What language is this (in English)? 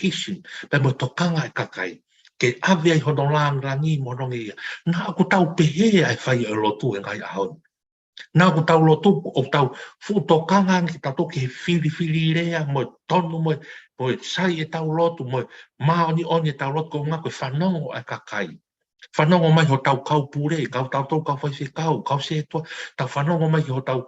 Tongan